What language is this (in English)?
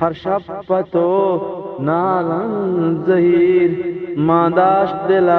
Eastern Balochi